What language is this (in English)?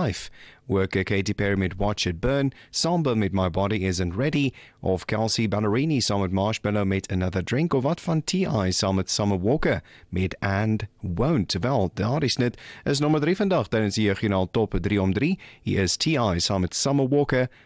Afrikaans